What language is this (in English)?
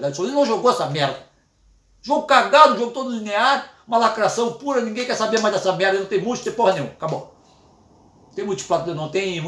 Portuguese